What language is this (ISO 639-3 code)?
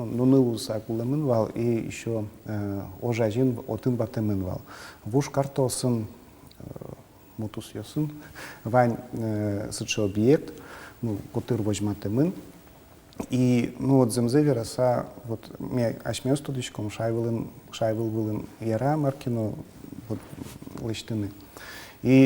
udm